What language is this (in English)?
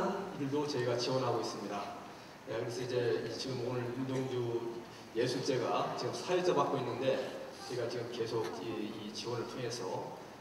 Korean